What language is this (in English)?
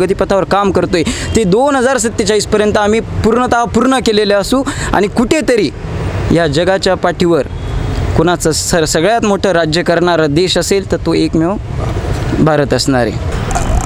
Marathi